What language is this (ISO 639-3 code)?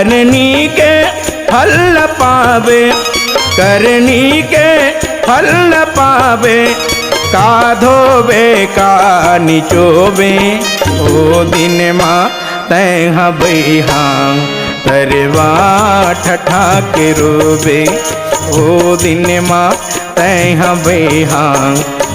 hne